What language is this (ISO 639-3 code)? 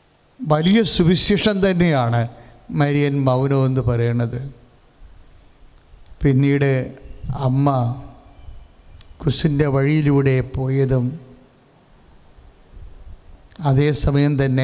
mal